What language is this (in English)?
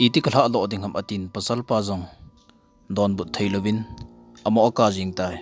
Thado Chin